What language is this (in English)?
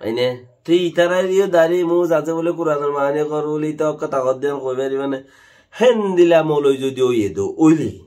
Rohingya